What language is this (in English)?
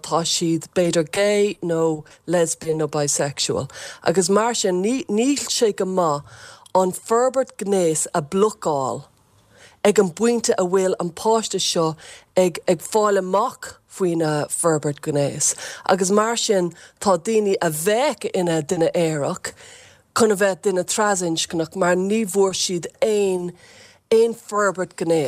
Irish